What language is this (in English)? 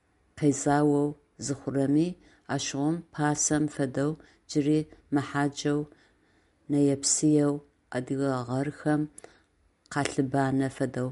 Adyghe